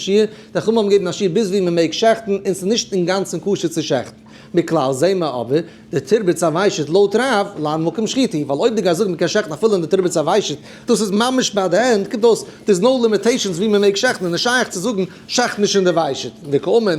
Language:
Yiddish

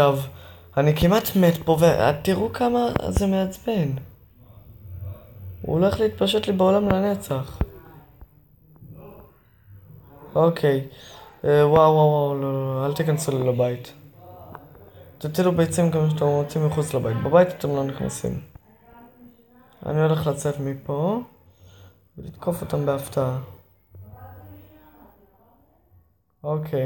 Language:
Hebrew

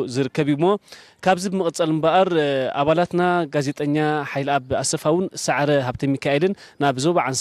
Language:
Tigrinya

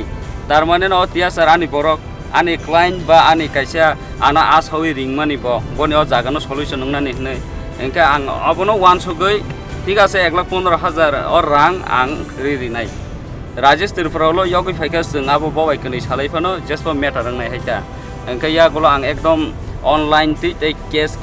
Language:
Kok Borok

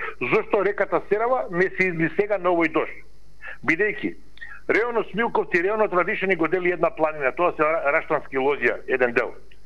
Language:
Macedonian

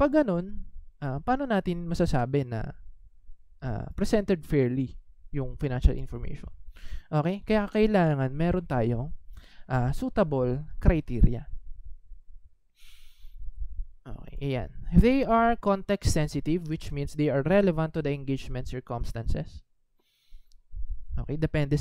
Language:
Filipino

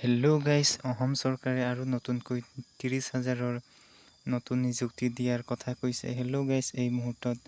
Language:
Assamese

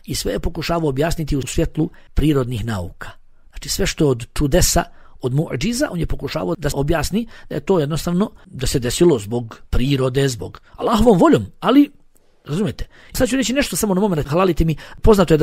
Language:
Bosnian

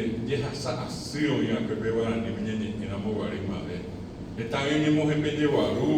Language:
Guarani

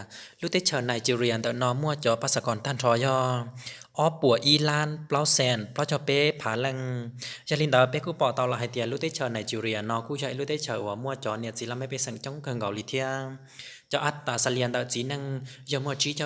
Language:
Hmong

